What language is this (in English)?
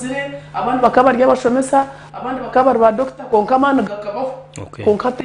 Nyankole